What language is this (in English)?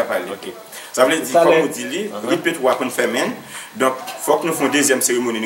Haitian Creole